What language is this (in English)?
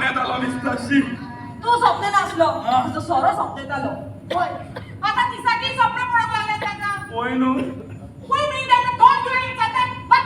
Konkani